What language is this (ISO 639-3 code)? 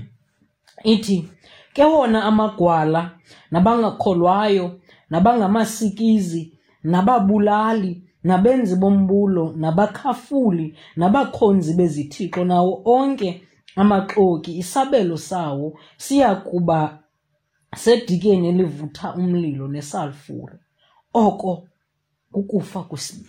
xho